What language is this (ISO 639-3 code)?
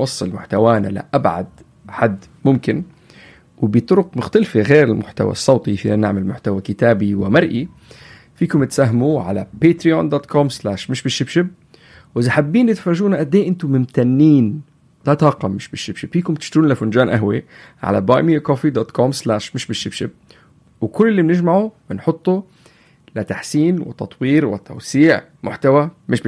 apc